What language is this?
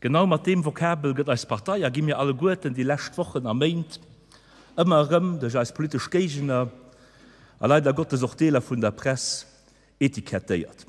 Luxembourgish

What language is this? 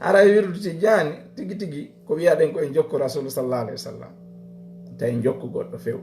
Fula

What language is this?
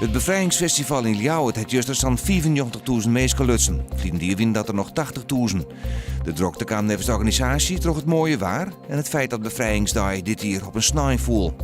Western Frisian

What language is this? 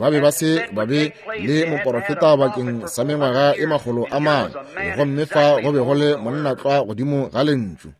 Northern Sotho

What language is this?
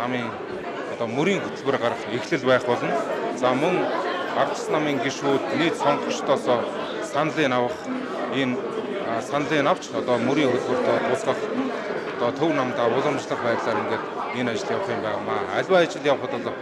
Mongolian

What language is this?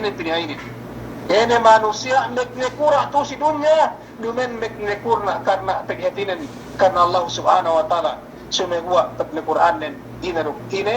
Yakan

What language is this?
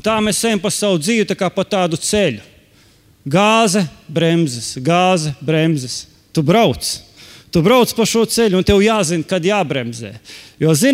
Latvian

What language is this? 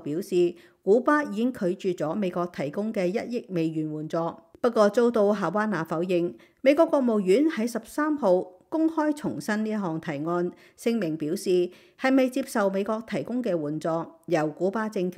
Cantonese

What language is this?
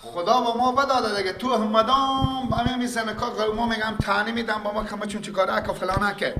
Persian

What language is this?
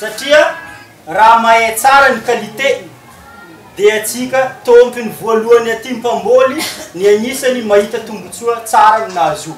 Malagasy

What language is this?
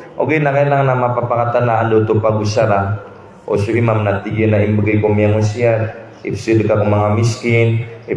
Maranao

